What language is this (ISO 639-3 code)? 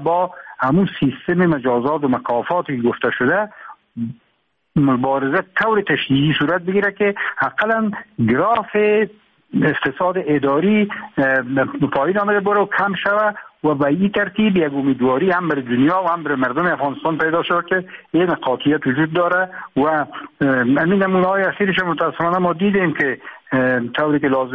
fas